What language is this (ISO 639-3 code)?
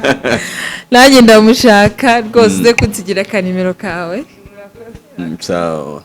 kin